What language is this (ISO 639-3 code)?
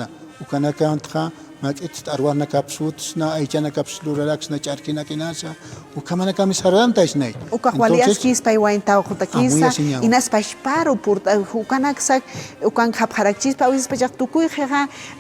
aym